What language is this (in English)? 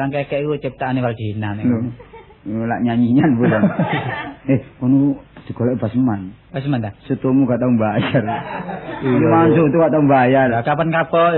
Javanese